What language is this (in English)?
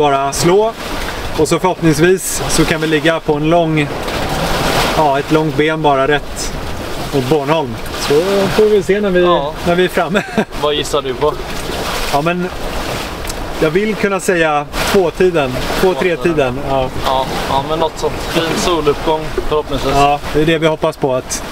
Swedish